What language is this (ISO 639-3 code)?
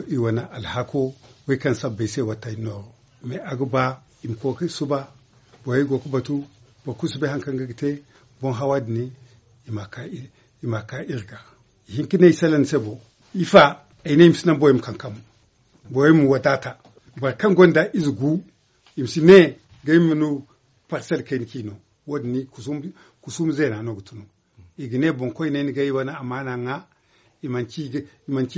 dje